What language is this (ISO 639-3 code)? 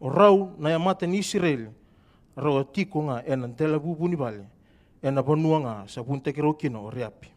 fij